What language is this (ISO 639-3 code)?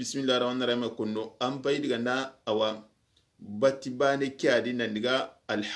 snk